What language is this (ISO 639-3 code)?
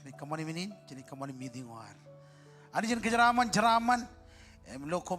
mah